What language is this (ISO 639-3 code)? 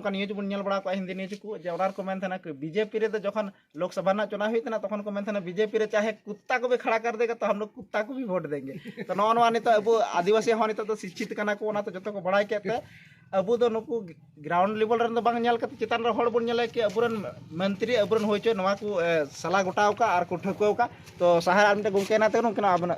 sat